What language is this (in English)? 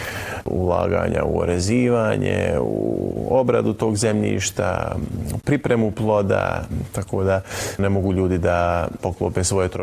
Bosnian